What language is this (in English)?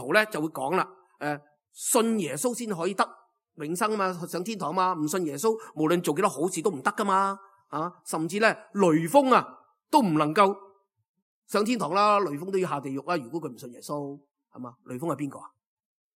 Cantonese